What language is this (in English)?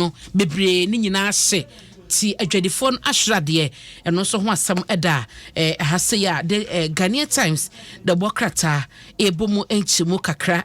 Akan